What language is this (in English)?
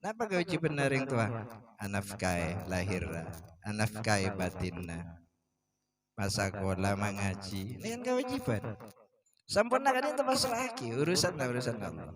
Madurese